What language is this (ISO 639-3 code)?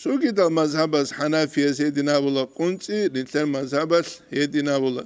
ava